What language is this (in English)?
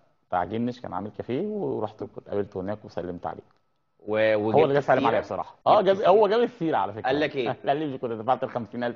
Egyptian Arabic